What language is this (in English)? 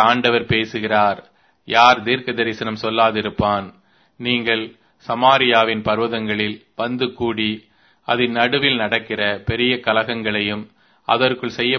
Tamil